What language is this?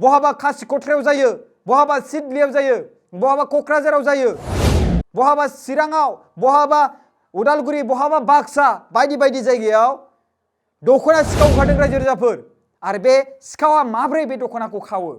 Bodo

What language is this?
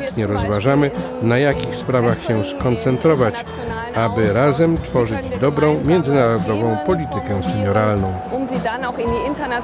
Polish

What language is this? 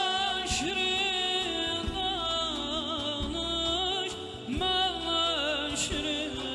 South Azerbaijani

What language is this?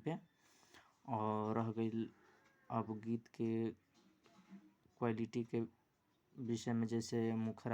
Bhojpuri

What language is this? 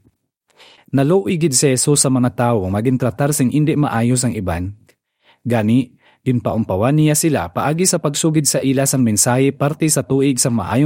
Hiligaynon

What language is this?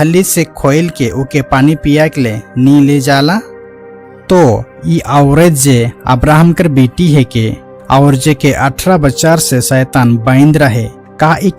Sadri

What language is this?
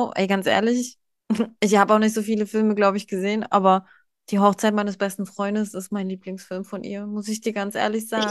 German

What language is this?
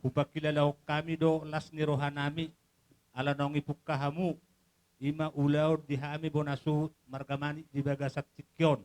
Batak Toba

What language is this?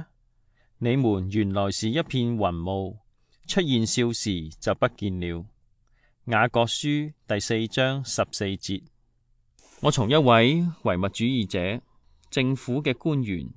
Cantonese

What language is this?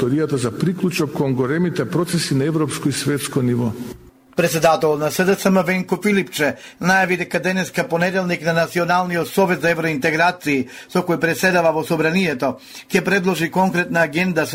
Macedonian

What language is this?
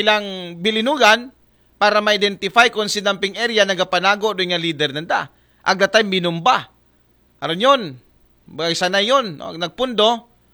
Aklanon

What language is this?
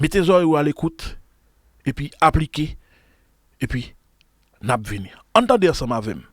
Haitian Creole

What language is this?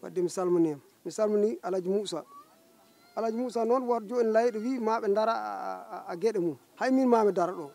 Fula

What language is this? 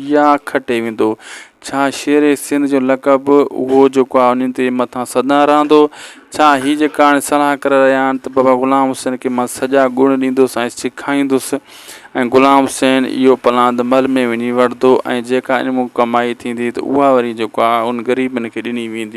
Sindhi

